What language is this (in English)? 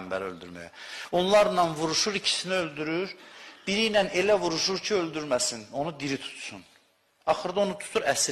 Azerbaijani